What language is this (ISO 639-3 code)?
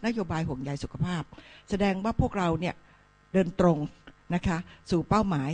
tha